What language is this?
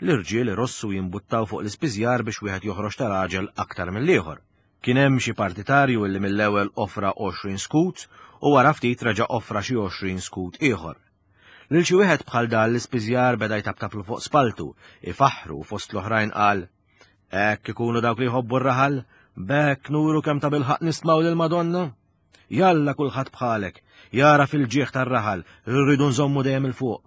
Maltese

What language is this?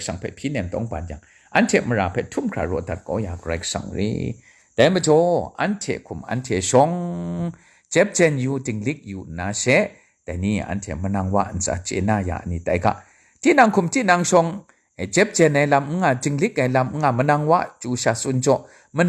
Kachin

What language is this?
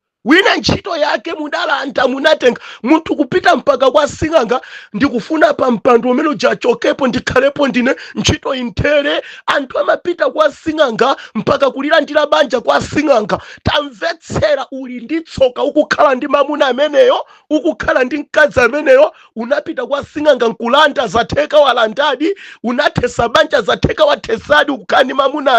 Nyanja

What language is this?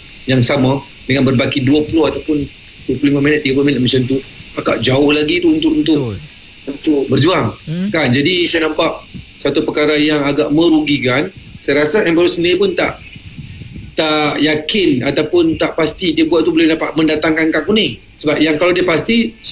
Malay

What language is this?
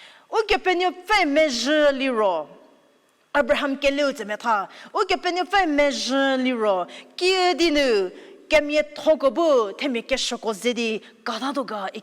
Angami Naga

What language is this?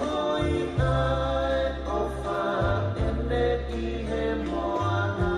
Tongan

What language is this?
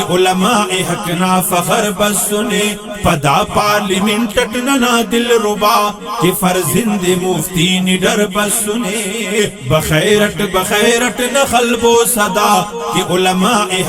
Brahui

